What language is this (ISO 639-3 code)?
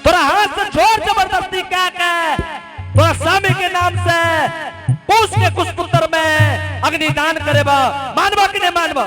anp